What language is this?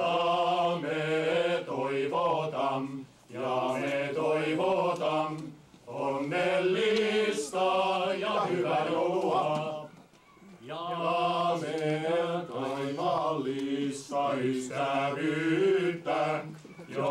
Finnish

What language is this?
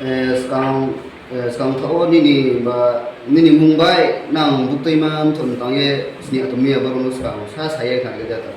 Riang (India)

